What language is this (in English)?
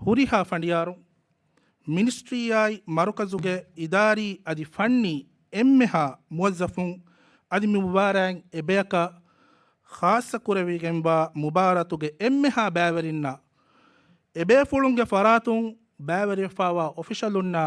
Divehi